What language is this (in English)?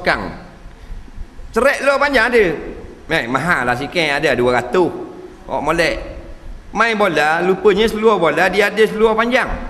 Malay